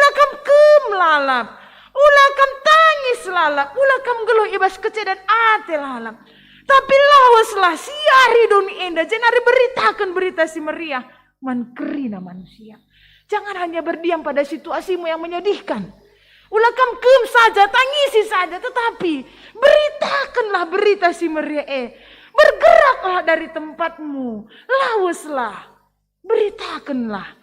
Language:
Batak Karo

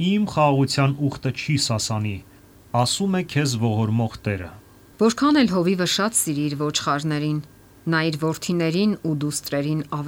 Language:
Armenian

